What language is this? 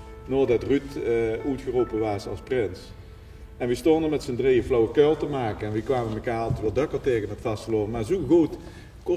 Limburgish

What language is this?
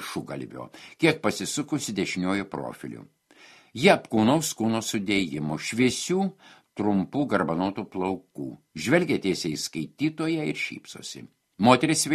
Lithuanian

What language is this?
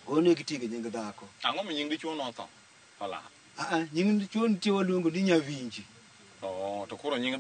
Luo (Kenya and Tanzania)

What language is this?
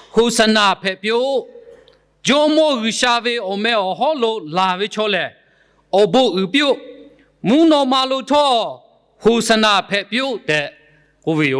Lahu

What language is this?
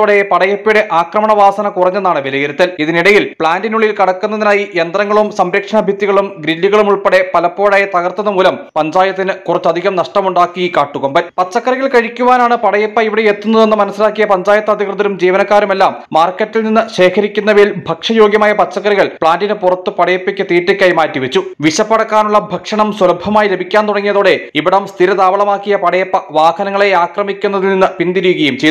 Malayalam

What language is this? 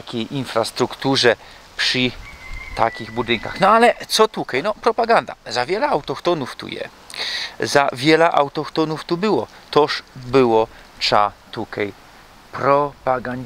Silesian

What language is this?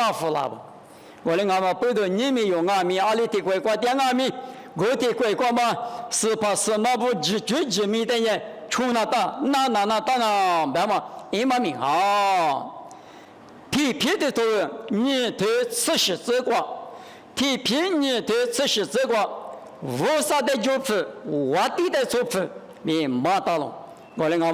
Lisu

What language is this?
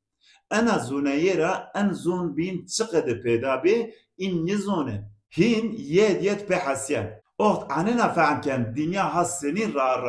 Zaza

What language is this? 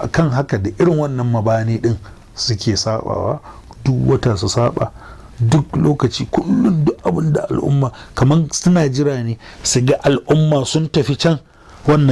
Hausa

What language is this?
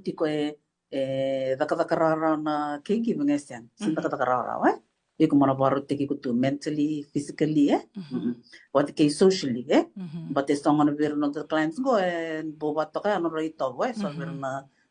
Fijian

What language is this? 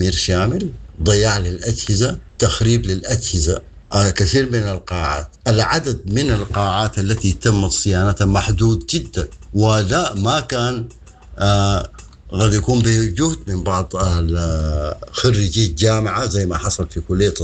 Sudanese Arabic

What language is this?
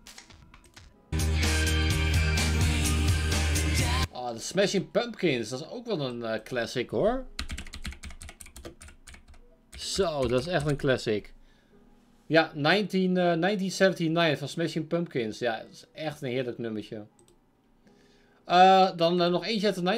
Dutch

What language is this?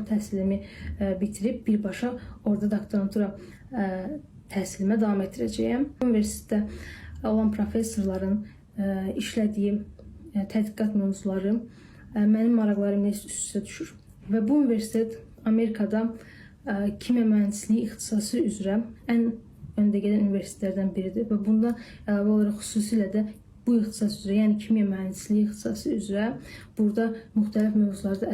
Azerbaijani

